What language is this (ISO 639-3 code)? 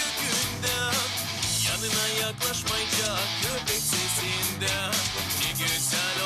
gag